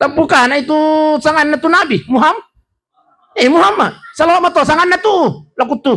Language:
Buginese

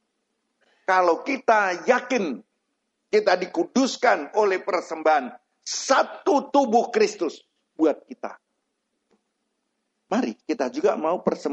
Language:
Indonesian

